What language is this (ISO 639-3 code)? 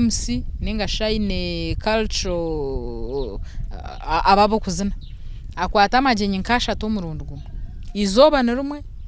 nyn